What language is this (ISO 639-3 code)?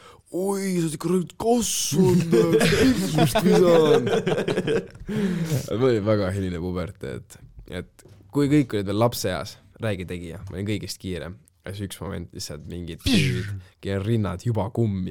est